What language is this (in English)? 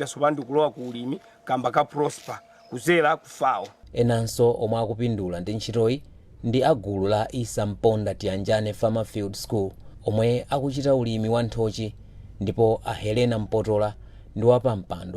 Nyanja